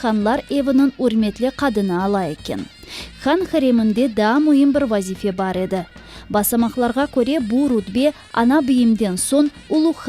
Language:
Crimean Tatar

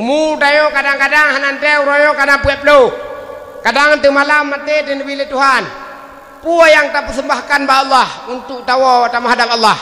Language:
Achinese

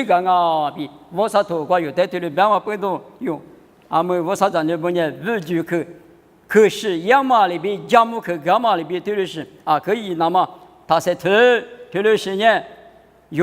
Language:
Lisu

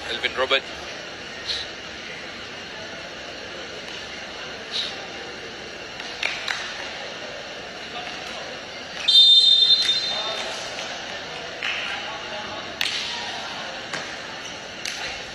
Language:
Malay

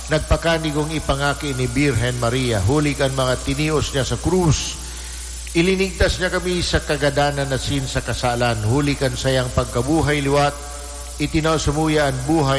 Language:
Bikol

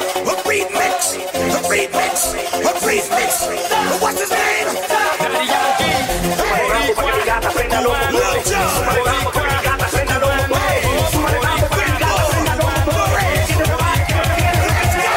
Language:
Kara-Kalpak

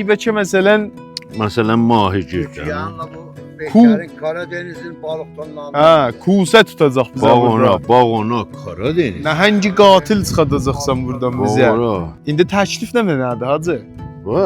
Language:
South Azerbaijani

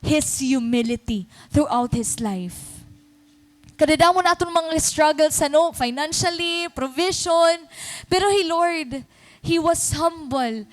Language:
Waray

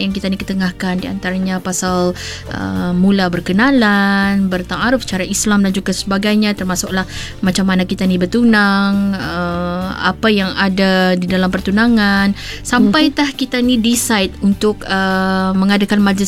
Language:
Malay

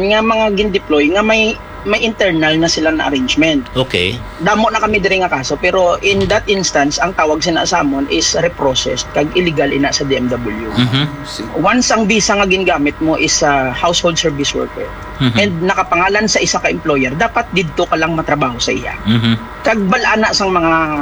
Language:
Hiligaynon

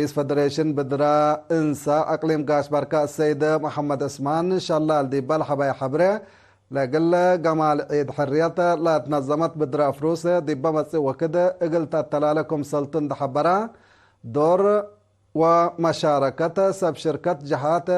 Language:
Tigre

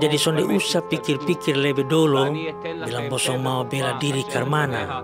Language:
Kupang Malay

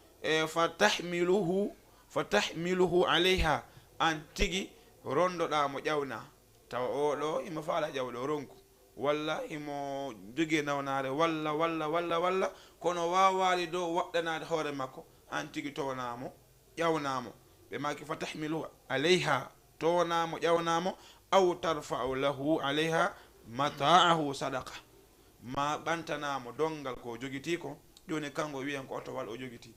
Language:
Fula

